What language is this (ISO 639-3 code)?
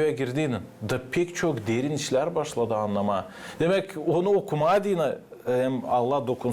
gag